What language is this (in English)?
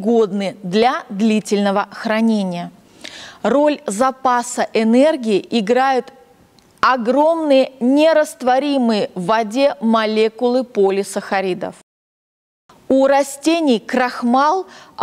Russian